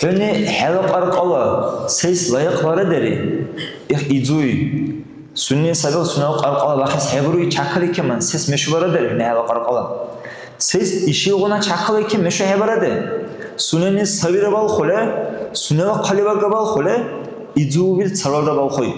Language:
Dargwa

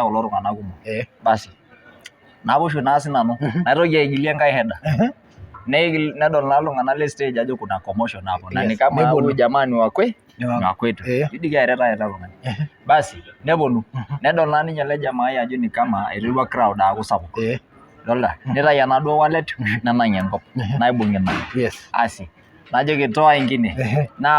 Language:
Masai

